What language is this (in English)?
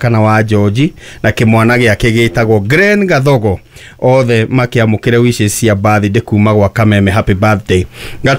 Kikuyu